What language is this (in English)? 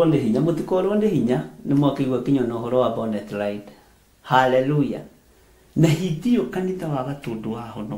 Kikuyu